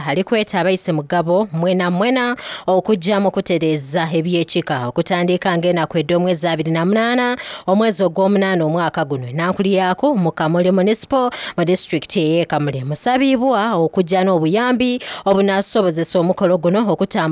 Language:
Soga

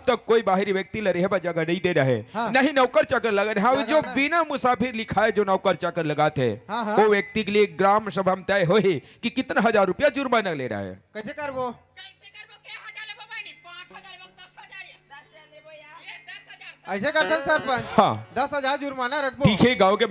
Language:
Chhattisgarhi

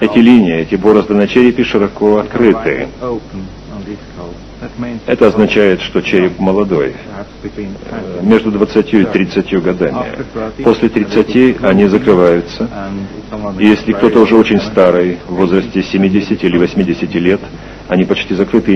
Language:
Russian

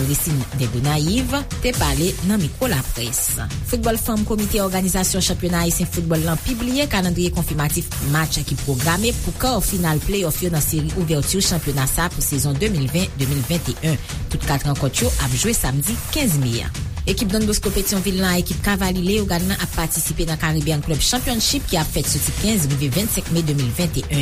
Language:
Haitian Creole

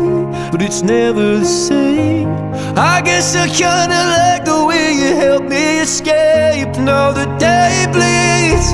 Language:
English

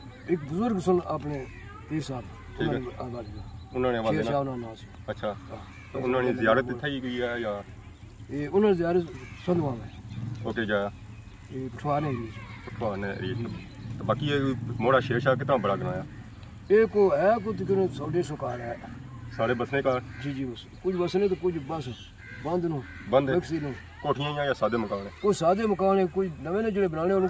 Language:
Pahari-Potwari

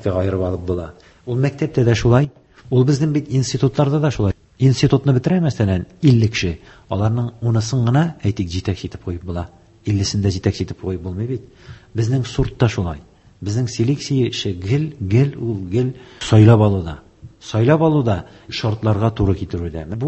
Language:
Tatar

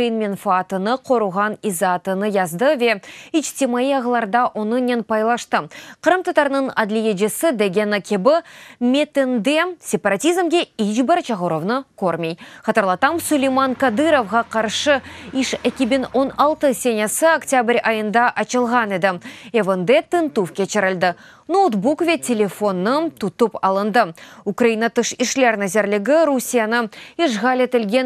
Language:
Crimean Tatar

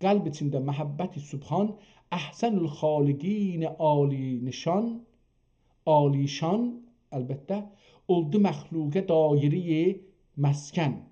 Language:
South Azerbaijani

